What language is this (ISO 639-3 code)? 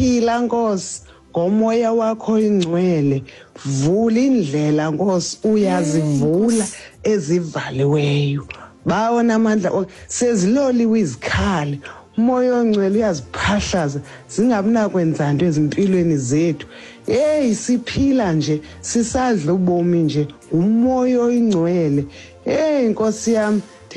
xho